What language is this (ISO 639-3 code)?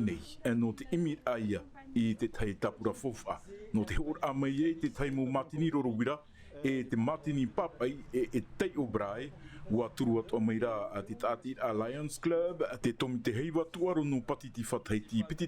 tah